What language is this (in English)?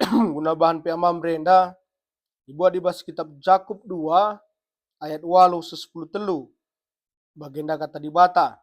Batak Karo